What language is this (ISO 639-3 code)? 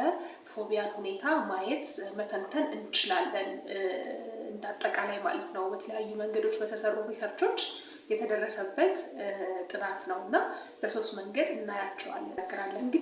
amh